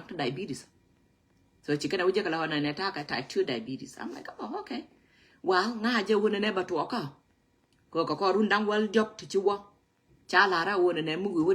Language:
Nuer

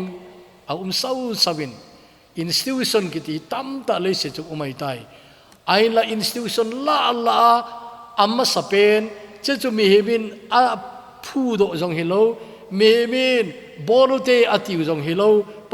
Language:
Thado Chin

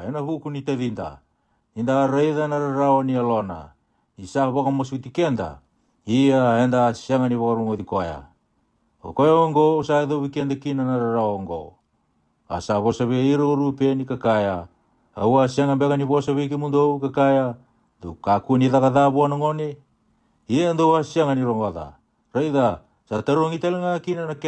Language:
Fijian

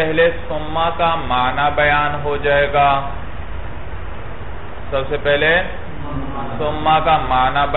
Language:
Urdu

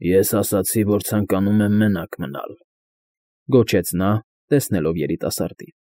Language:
Armenian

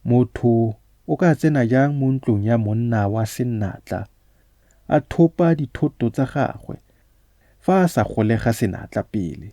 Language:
Tswana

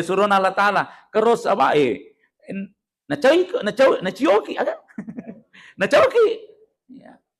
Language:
Buginese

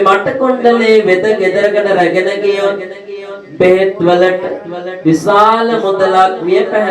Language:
Sinhala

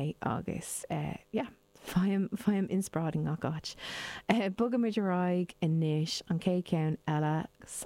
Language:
Irish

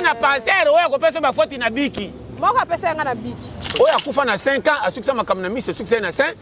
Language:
Lingala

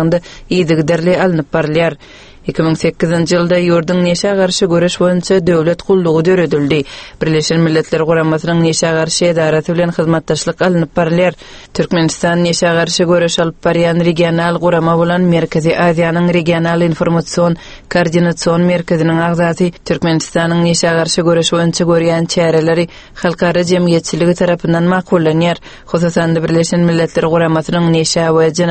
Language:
Turkmen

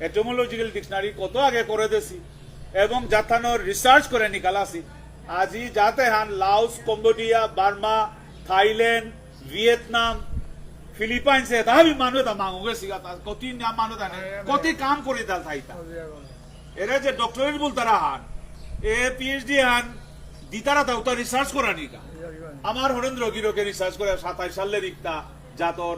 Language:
Bishnupriya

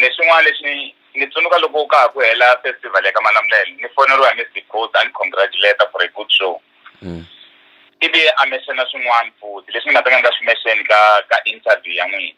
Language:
Tsonga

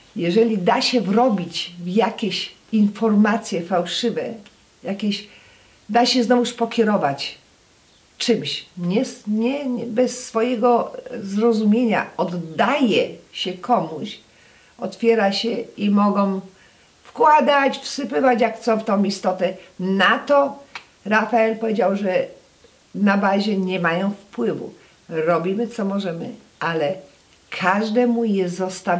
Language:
Polish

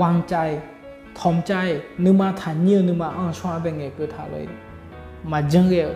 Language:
Akha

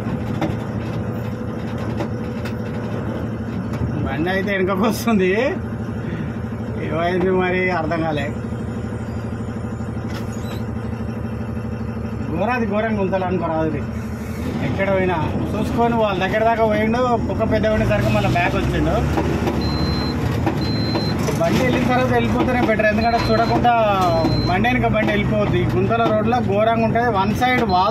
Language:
Telugu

